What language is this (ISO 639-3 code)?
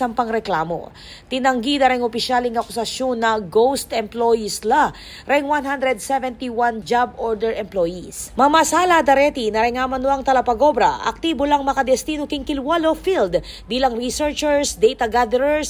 pam